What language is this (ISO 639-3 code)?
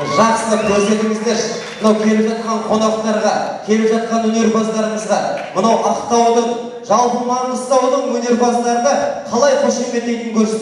kaa